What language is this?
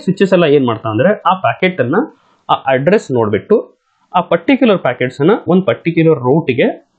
Kannada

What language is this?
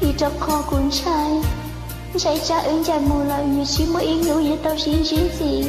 Hmong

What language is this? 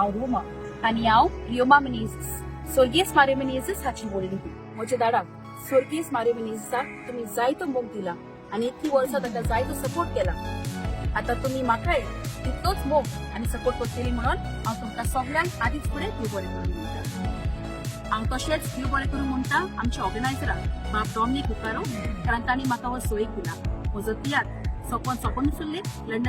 Konkani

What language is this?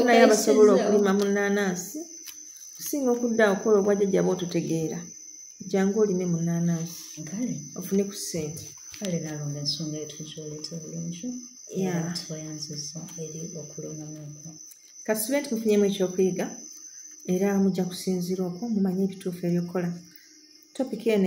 Ganda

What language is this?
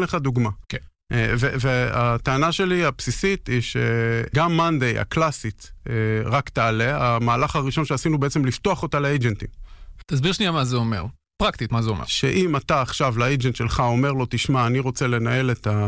Hebrew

